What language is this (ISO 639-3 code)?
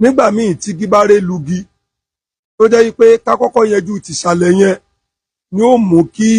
yor